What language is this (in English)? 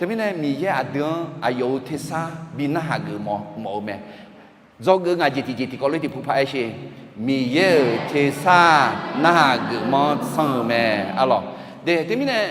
Akha